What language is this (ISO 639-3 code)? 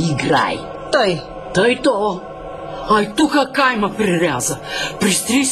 bul